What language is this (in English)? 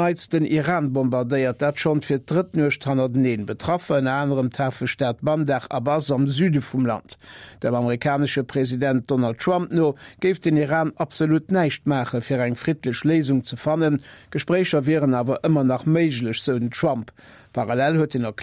Luxembourgish